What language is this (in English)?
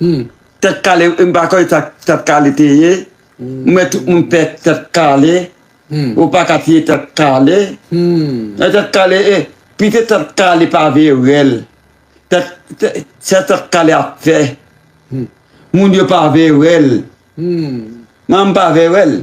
Haitian Creole